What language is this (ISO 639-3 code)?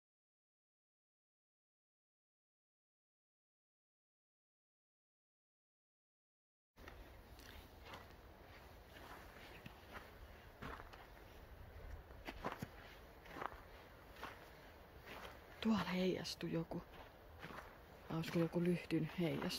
fin